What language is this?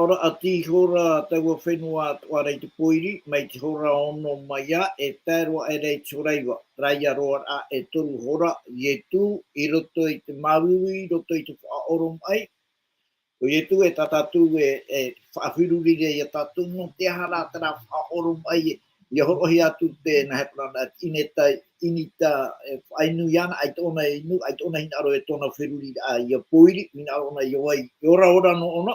Tahitian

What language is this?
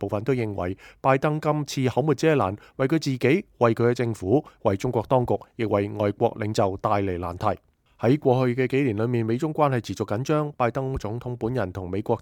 Cantonese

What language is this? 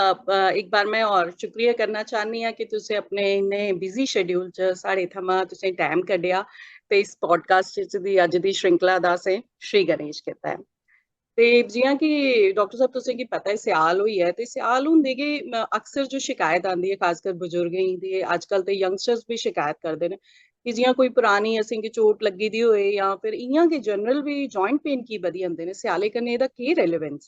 Dogri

